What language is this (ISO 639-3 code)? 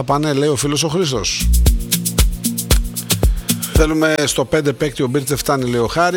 ell